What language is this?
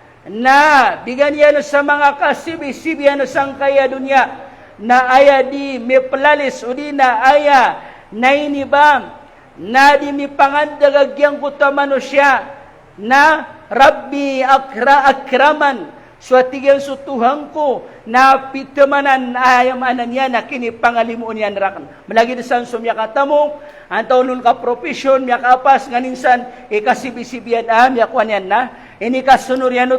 Maranao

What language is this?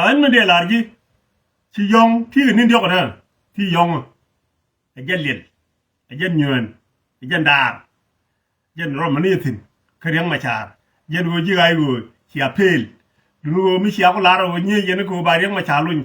Nuer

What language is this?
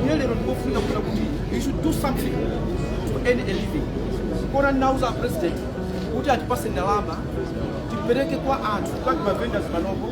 Nyanja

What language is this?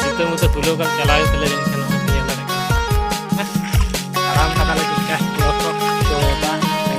Santali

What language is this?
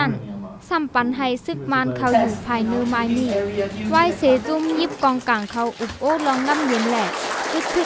Shan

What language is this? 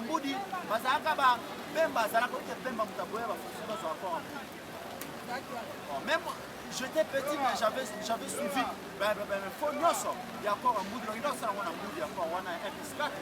Lingala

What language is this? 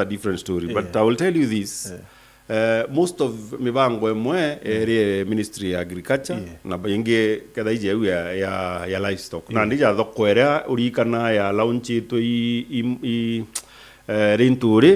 Meru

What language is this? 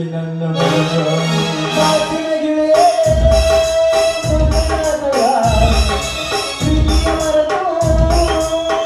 Kannada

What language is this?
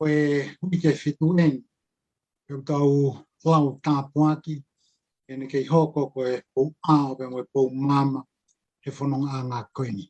Tongan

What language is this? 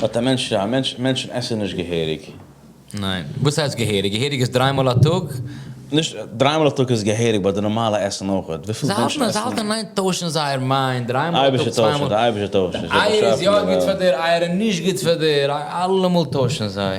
Yiddish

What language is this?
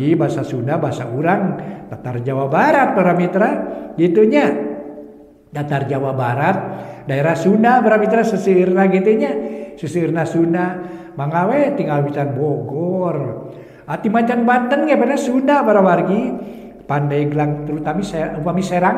Sundanese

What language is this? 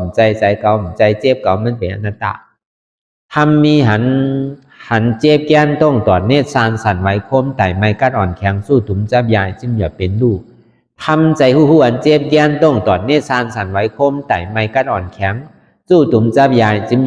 Shan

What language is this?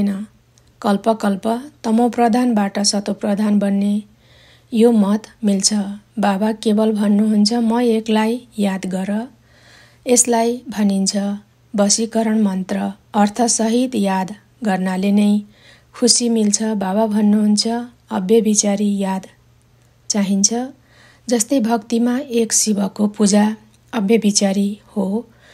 Nepali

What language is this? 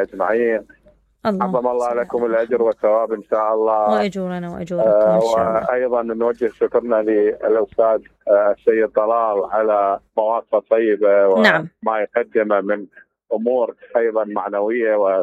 Mesopotamian Arabic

